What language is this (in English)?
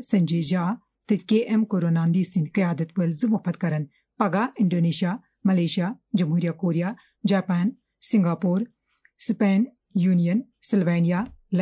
Kashmiri